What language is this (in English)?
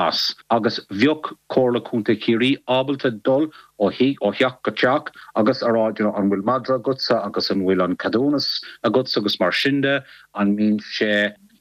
Irish